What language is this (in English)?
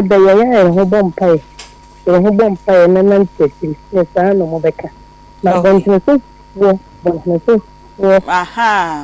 Akan